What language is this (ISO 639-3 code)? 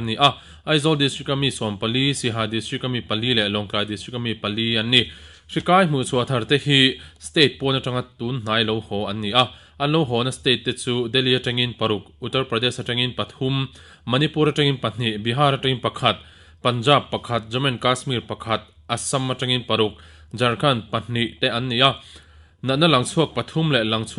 lus